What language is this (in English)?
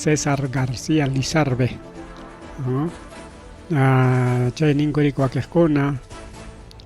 Ayacucho Quechua